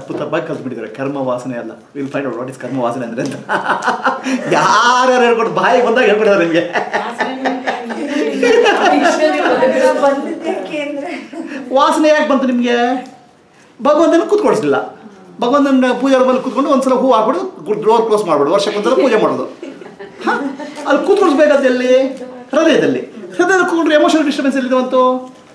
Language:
Kannada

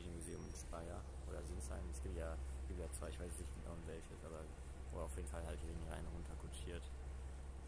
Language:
German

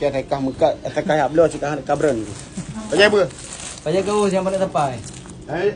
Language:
Achinese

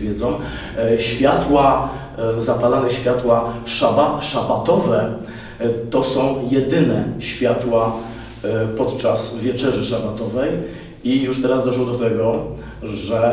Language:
Polish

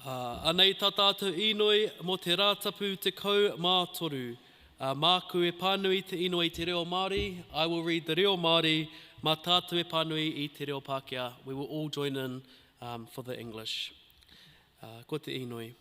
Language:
Māori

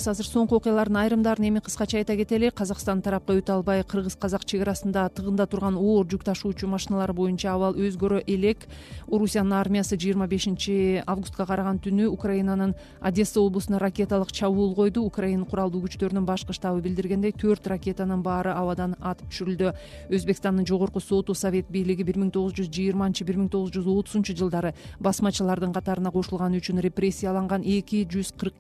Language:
Kyrgyz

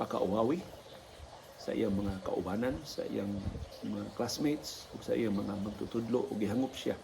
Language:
Cebuano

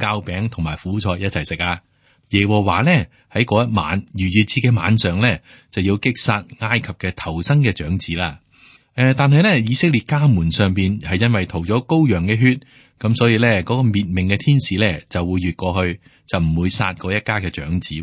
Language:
Cantonese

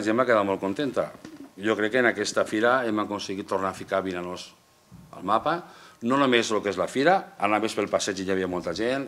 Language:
Catalan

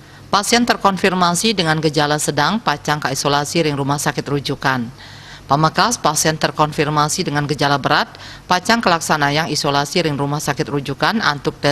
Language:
Balinese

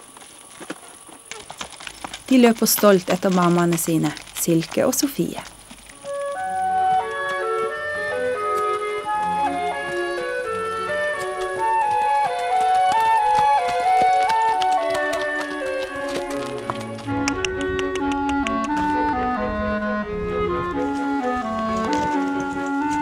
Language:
Norwegian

